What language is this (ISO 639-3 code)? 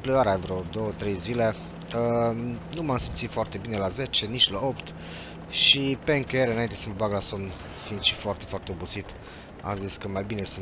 ron